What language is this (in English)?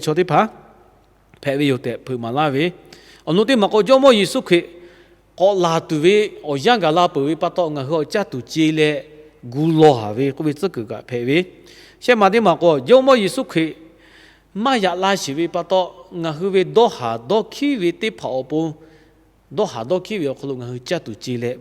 Lahu